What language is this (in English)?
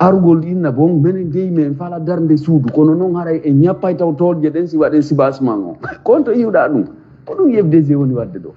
Pular